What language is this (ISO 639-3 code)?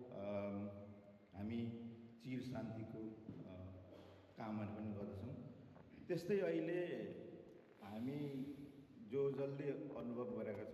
nep